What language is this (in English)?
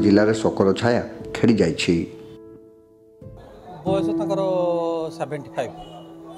Odia